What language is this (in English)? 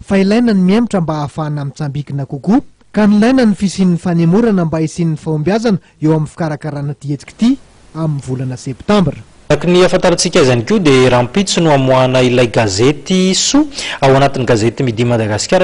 Malagasy